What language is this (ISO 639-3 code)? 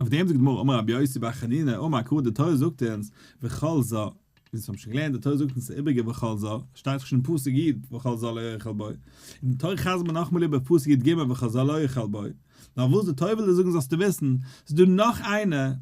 yid